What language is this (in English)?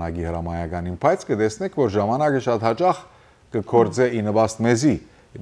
Western Armenian